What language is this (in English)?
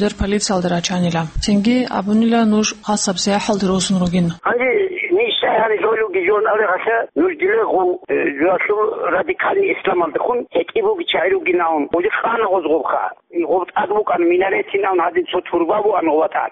Avaric